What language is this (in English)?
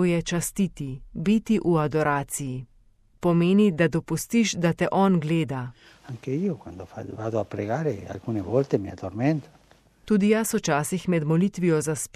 Slovenian